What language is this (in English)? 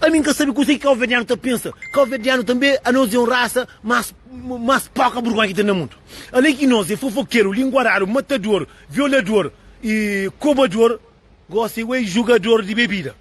Kabuverdianu